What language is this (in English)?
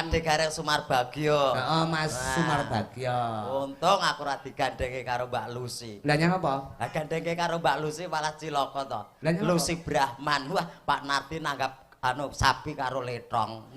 Javanese